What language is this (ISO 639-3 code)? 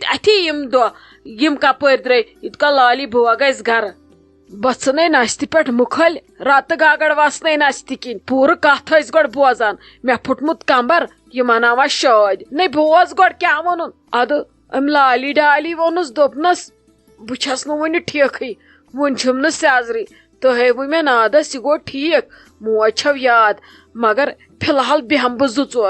kas